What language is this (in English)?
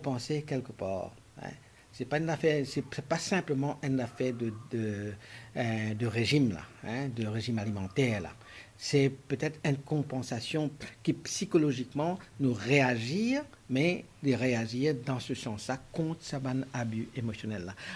Morisyen